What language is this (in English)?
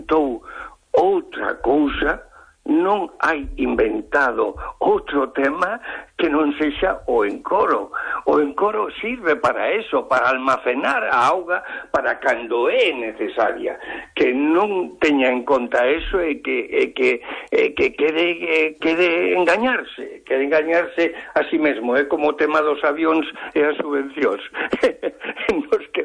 Galician